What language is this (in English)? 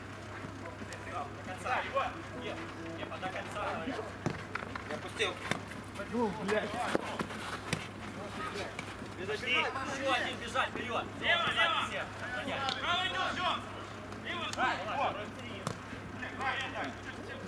Russian